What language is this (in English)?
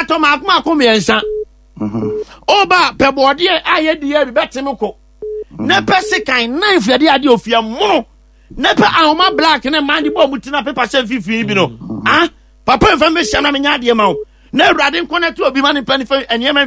Akan